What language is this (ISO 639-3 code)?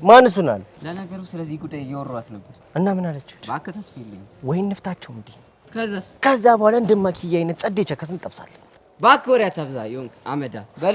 amh